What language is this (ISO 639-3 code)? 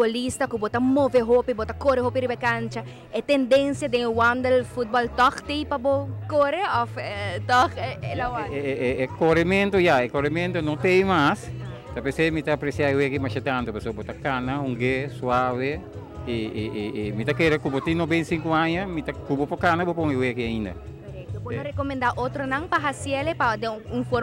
pap